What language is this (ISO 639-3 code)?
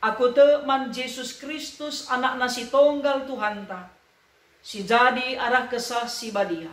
btx